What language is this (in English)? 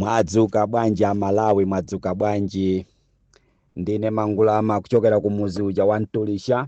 Nyanja